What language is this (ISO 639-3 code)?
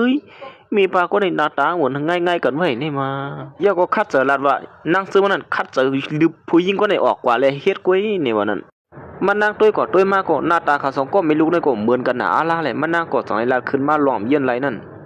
shn